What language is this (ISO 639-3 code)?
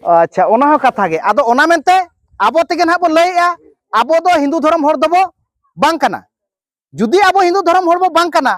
sat